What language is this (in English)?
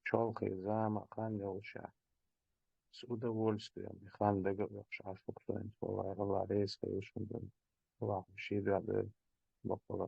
Chechen